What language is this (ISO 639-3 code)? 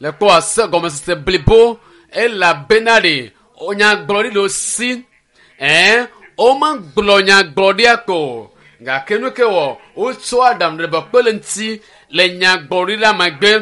ewe